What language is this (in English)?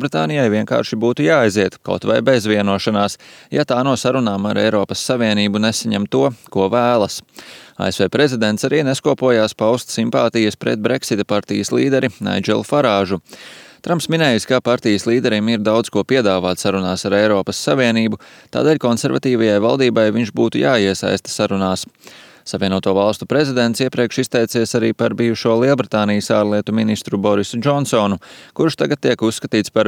Latvian